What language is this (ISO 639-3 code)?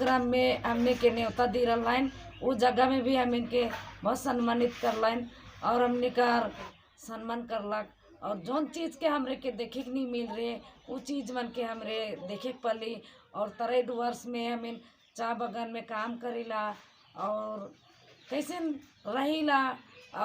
sck